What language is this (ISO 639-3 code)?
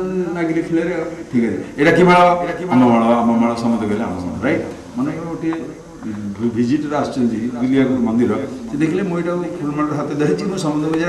ori